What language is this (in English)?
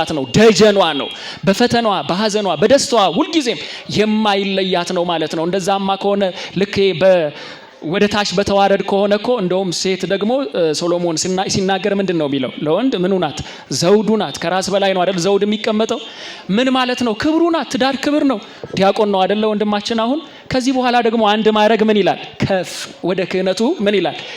Amharic